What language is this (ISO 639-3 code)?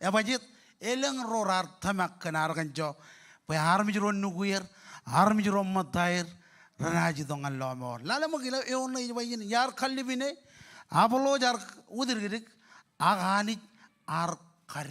mah